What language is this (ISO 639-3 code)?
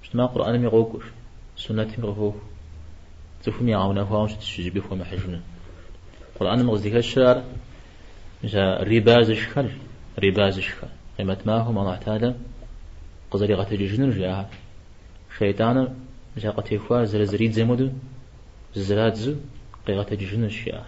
kbd